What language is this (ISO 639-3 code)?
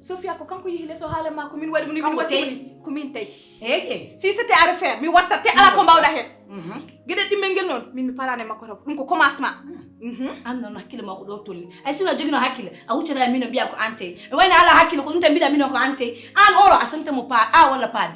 ful